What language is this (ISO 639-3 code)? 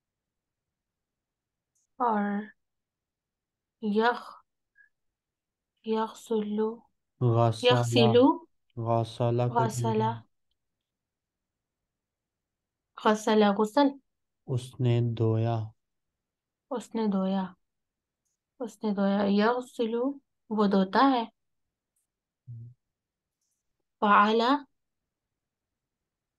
urd